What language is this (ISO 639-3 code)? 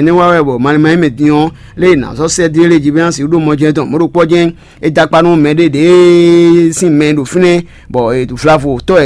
fon